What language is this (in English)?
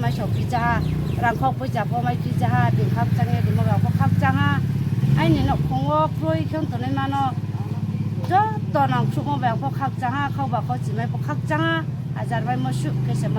Riang (India)